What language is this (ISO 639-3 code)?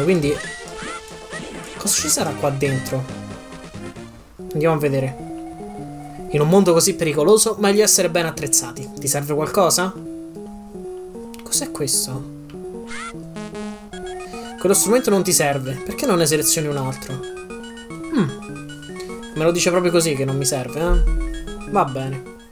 ita